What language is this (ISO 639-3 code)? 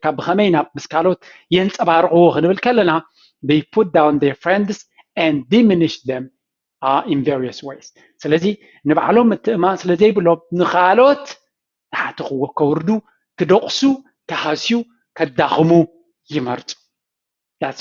tir